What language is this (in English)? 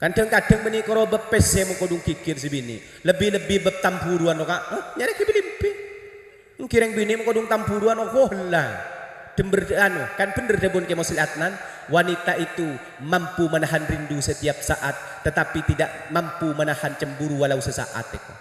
Madurese